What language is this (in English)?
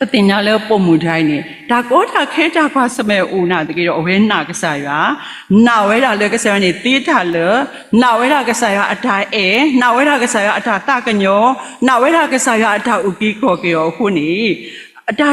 S'gaw Karen